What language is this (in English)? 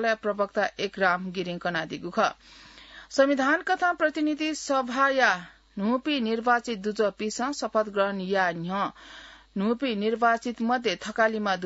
Newari